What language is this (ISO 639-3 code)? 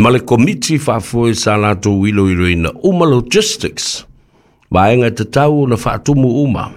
smo